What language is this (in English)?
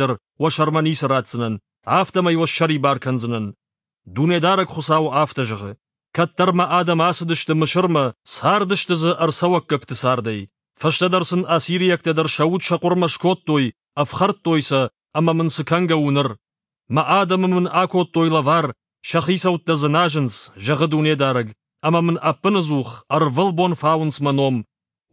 Ossetic